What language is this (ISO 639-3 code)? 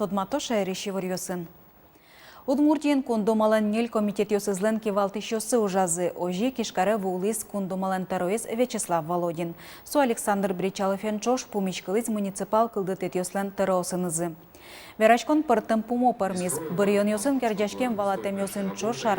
udm